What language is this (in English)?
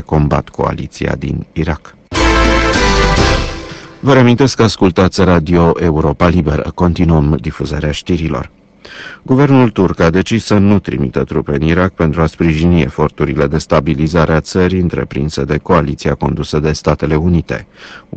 Romanian